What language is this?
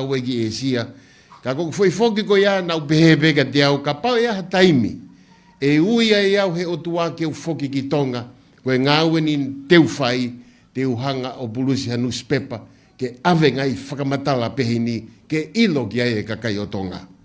Tongan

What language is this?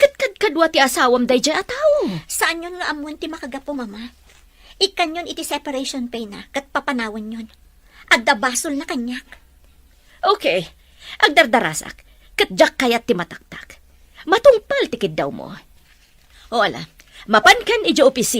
Iloko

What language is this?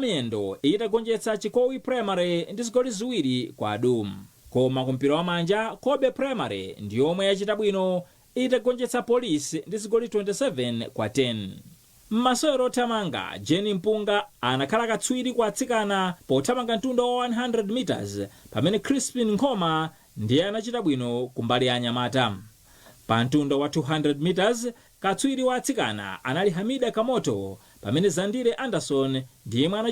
Nyanja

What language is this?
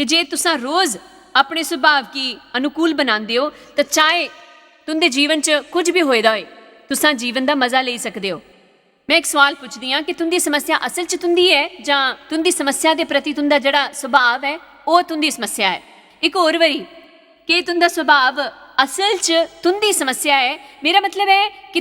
Dogri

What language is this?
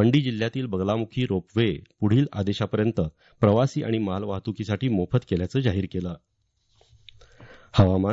Marathi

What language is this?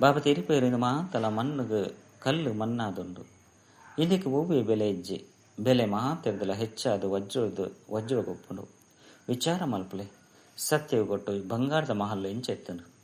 Tulu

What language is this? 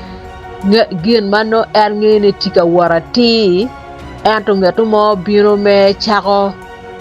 Acoli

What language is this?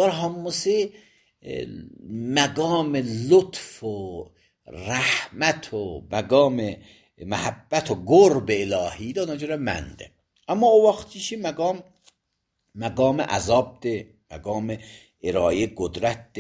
Azerbaijani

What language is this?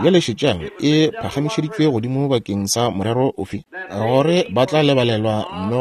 Northern Sotho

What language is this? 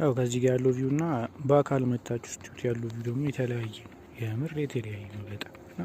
Amharic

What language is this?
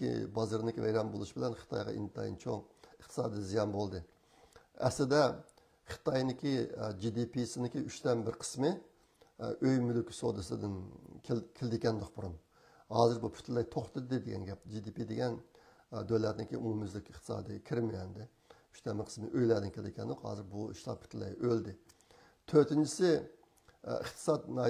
Uyghur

